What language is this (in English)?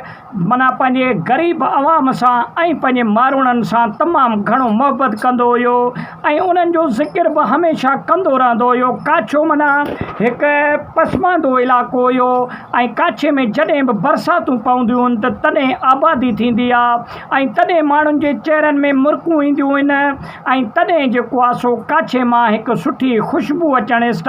Sindhi